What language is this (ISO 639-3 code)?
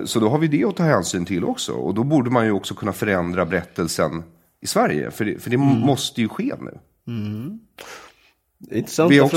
swe